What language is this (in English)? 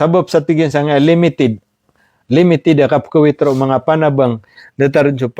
Maranao